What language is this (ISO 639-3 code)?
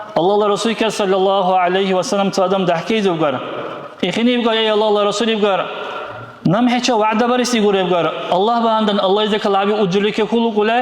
dar